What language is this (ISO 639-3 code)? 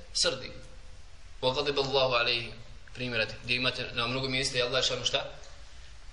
bos